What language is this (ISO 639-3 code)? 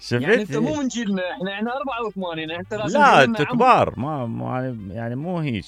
acm